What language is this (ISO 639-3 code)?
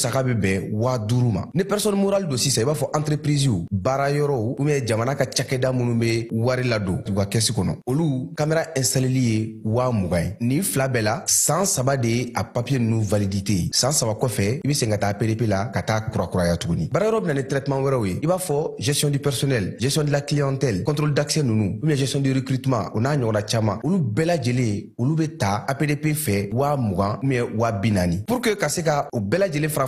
bam